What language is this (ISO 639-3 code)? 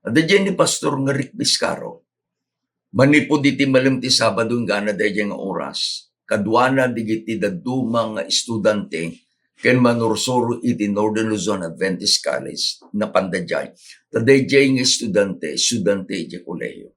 ilo